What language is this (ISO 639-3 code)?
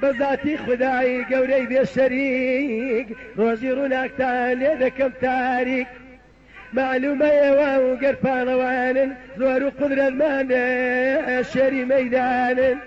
ckb